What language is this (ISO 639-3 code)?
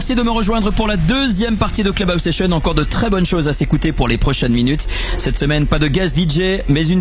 fra